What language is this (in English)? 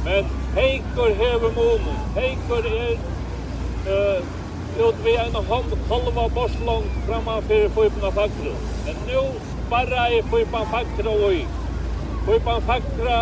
Faroese